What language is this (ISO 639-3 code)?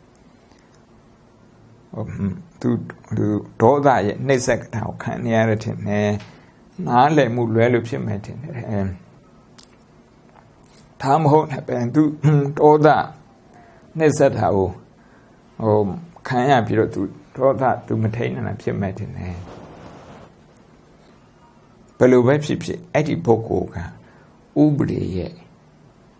mya